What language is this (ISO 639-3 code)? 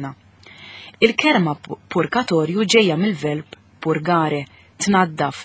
mlt